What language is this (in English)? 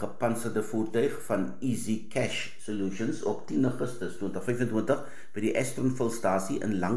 Afrikaans